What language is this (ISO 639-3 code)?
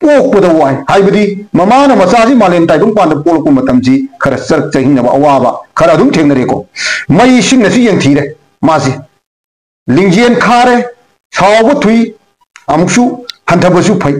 mni